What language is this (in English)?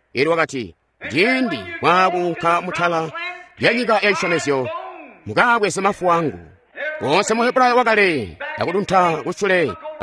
Tonga (Zambia)